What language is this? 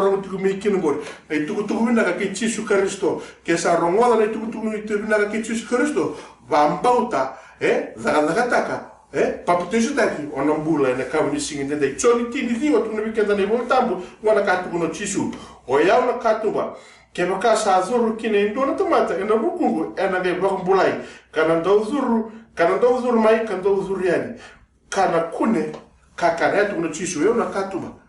Fijian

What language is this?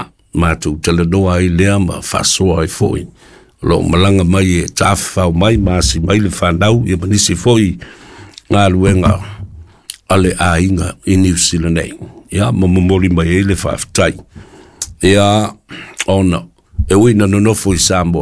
Samoan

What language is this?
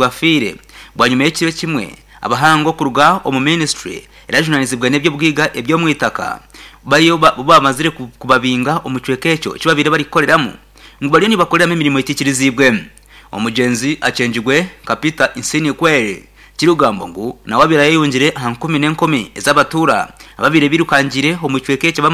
Nyankole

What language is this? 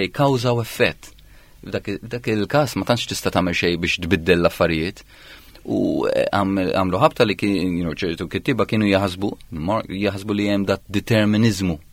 Maltese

